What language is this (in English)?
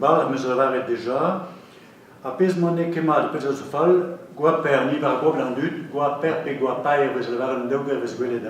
Breton